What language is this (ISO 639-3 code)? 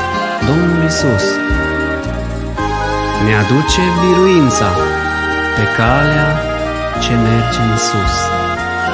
ron